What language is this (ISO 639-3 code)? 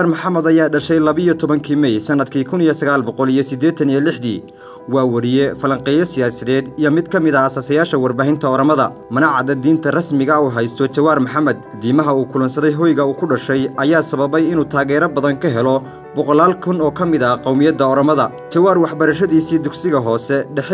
som